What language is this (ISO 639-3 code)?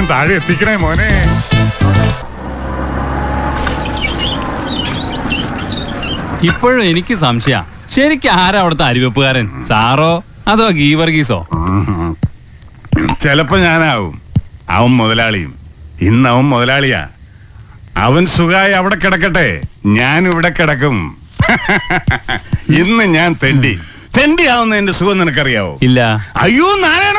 mal